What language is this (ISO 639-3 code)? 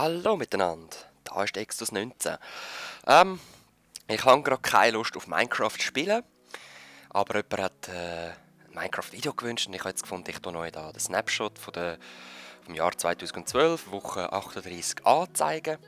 gsw